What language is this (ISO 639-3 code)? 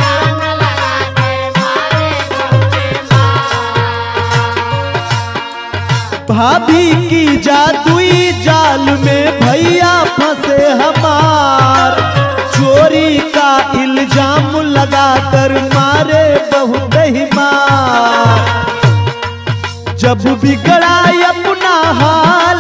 bho